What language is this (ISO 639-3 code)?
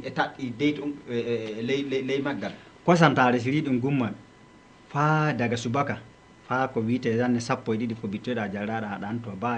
ful